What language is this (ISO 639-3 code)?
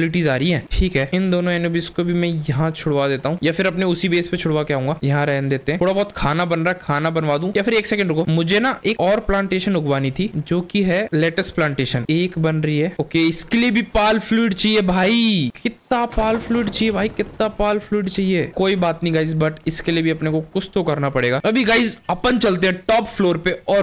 hin